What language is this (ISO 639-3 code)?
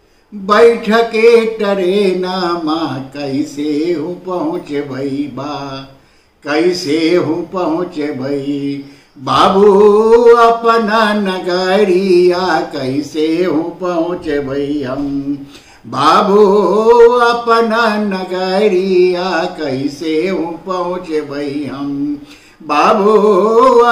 bho